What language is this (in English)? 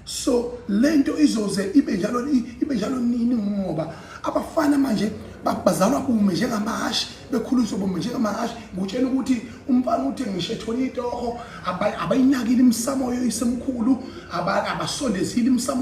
Zulu